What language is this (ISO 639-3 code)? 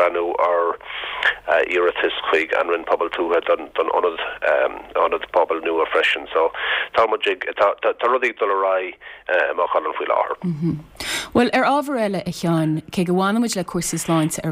gle